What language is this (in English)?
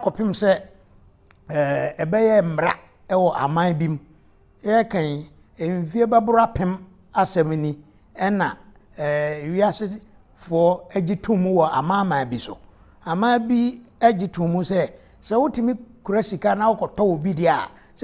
Akan